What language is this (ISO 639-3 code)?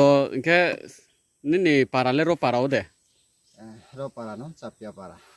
ria